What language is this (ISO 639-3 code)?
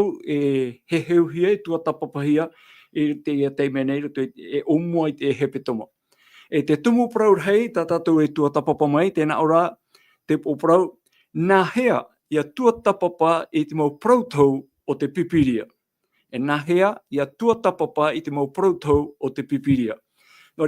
tah